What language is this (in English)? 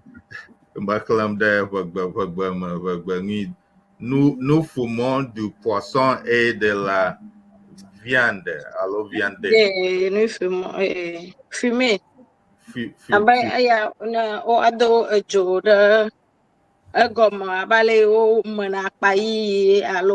Ewe